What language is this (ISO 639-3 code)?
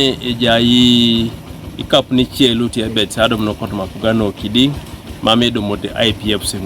teo